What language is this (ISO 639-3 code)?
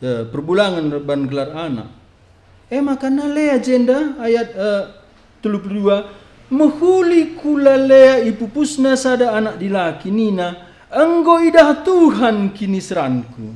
btx